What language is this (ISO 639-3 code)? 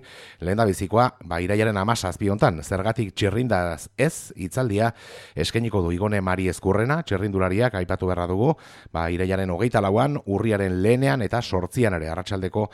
eus